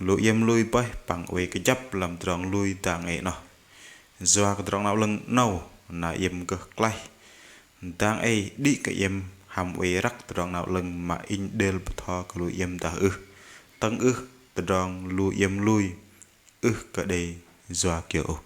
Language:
Bahnar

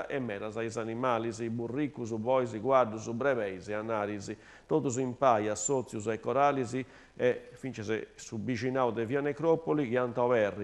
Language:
Sardinian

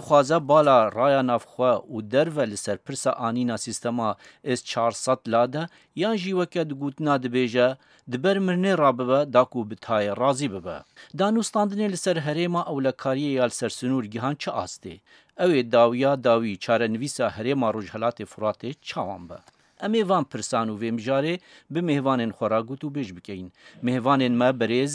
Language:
Kurdish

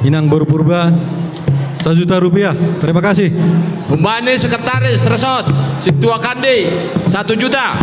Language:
Batak Simalungun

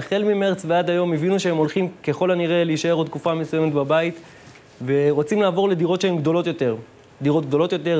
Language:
Hebrew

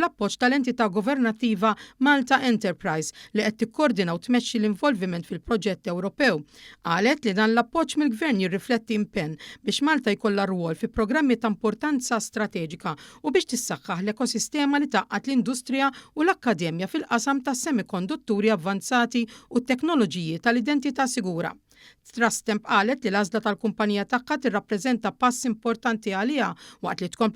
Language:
Maltese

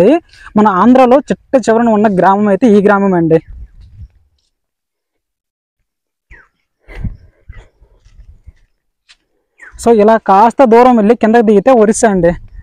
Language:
Telugu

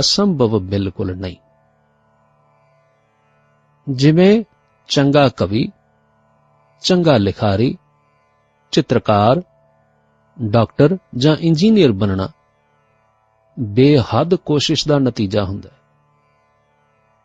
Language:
Punjabi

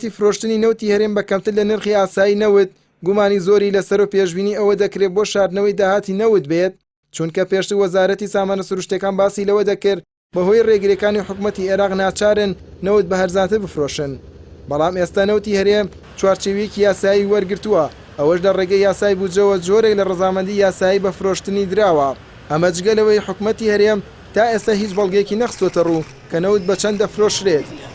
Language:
Central Kurdish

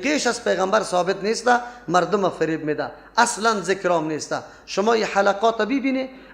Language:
Persian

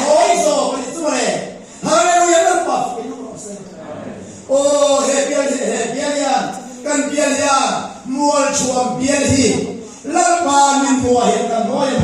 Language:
Mizo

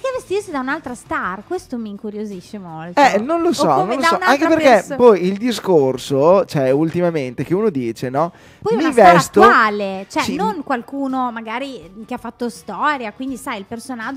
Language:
Italian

